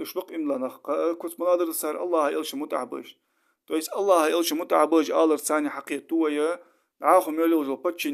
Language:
Ingush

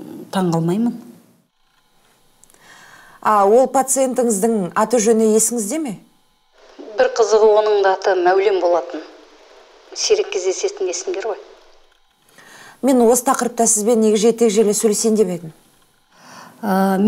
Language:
Kazakh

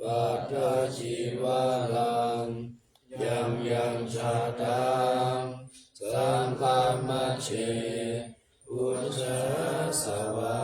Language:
Pali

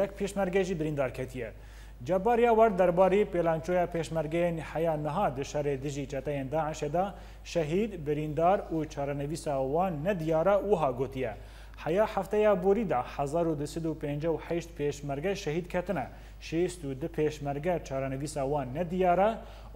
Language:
Kurdish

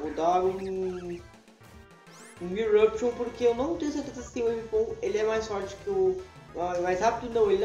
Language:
Portuguese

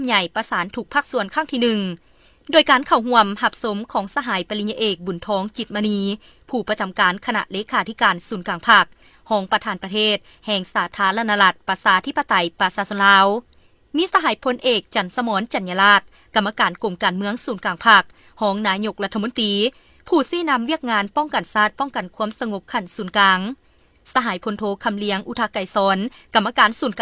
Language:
Lao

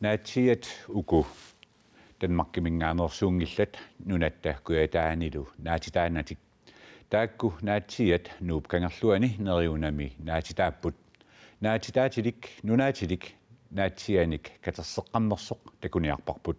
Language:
Kalaallisut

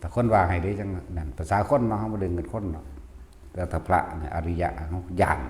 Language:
Lao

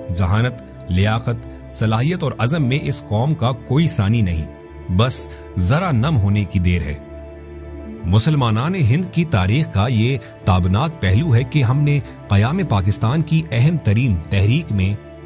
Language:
Urdu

